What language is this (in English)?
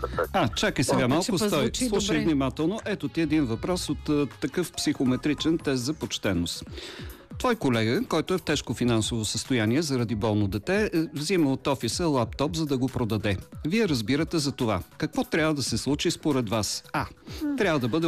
Bulgarian